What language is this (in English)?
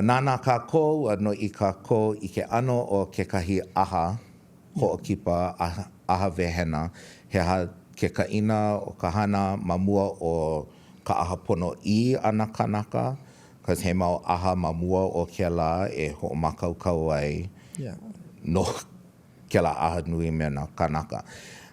Hawaiian